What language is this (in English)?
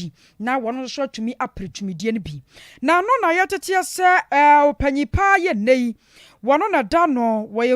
Akan